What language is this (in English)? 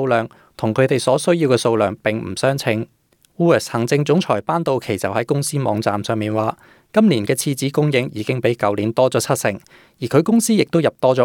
Cantonese